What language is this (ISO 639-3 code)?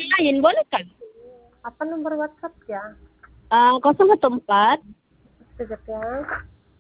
msi